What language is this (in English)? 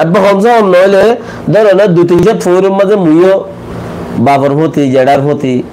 Rohingya